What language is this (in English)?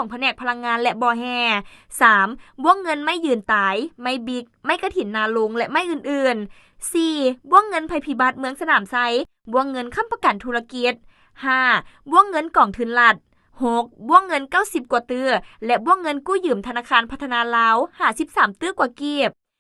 Lao